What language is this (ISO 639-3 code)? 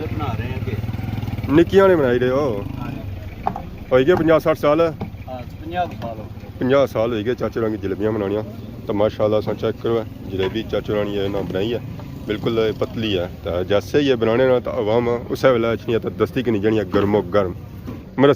phr